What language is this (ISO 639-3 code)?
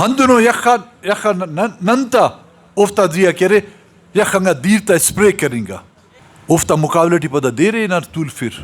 brh